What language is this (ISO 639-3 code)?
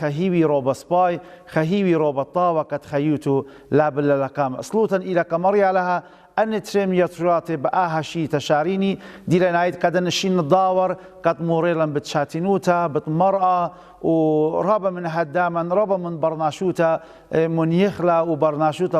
aii